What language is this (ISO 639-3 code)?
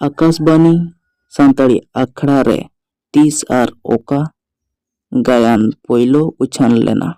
sat